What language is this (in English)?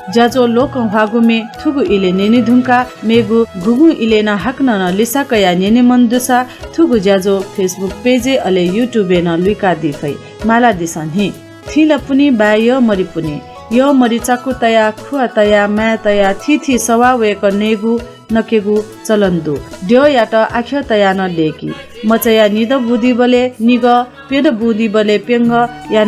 Newari